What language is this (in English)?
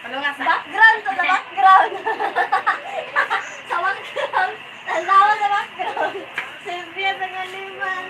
Cebuano